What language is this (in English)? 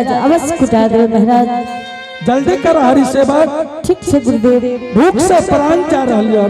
Angika